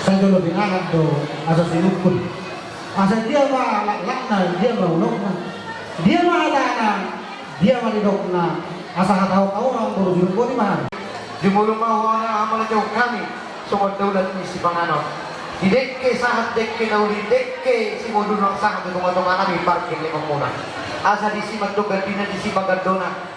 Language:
Batak Toba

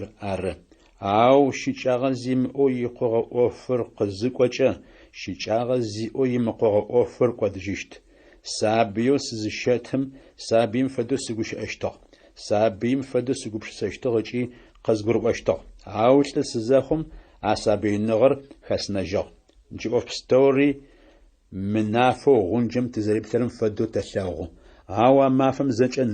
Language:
Adyghe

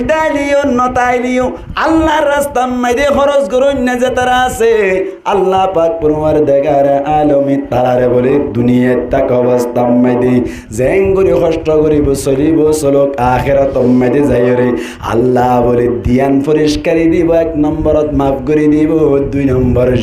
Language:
Rohingya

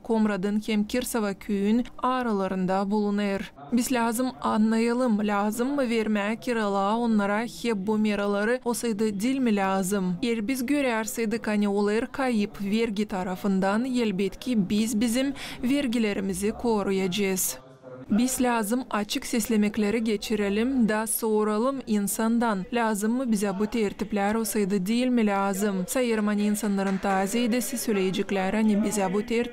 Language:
Gagauz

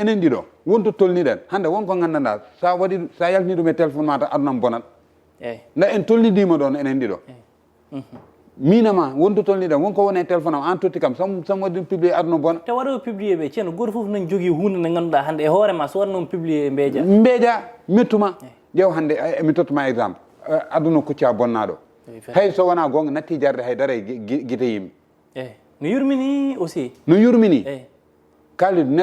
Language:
Fula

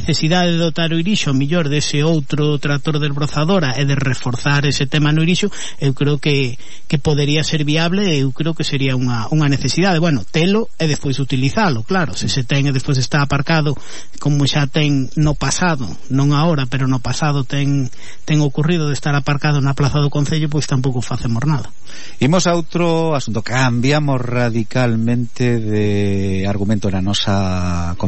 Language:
Galician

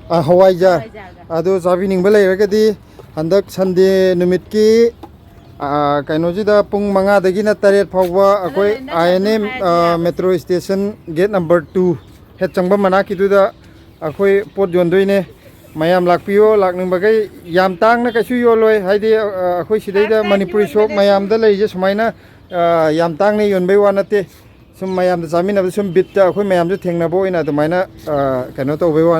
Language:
Manipuri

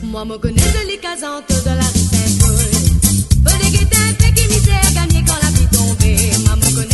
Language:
Morisyen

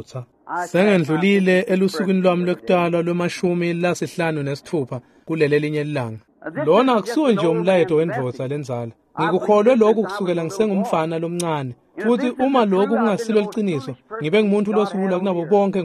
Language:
Swati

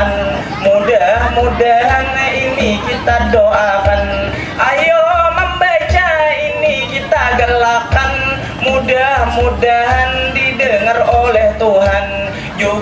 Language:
Banjar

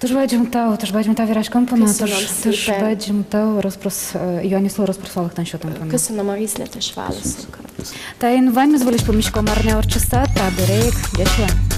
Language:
Udmurt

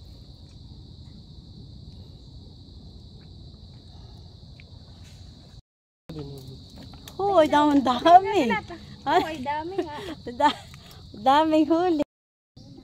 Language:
Filipino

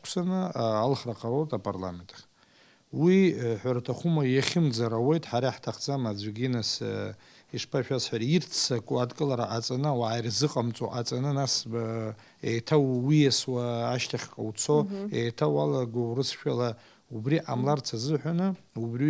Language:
Abkhazian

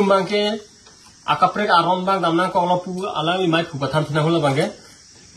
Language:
Karbi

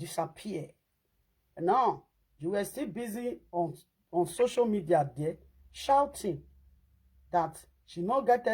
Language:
Nigerian Pidgin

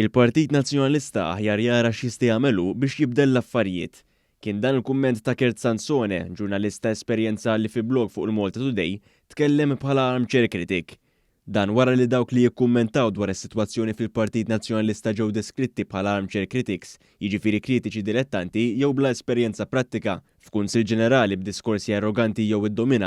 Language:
Maltese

